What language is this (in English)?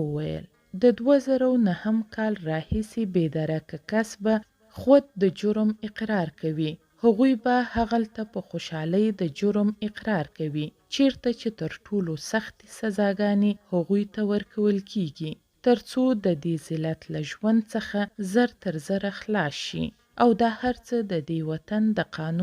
Pashto